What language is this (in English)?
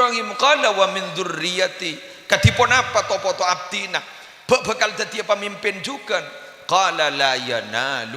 Madurese